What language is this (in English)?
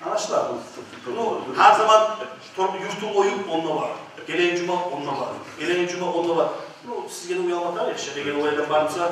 Kumyk